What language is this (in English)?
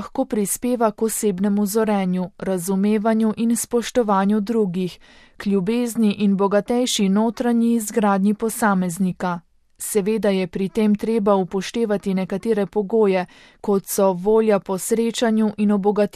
Slovenian